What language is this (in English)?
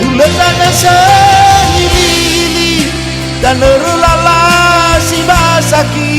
Nias